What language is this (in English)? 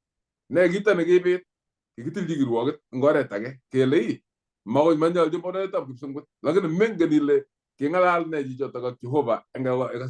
Kalenjin